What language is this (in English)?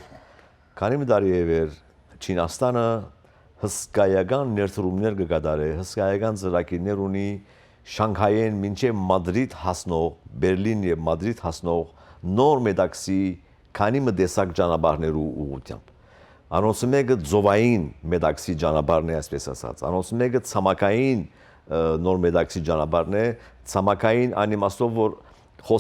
Western Armenian